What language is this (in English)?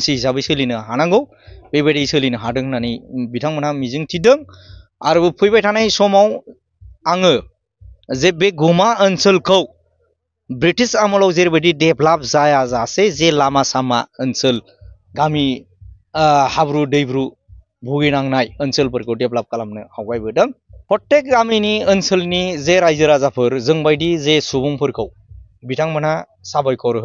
Bodo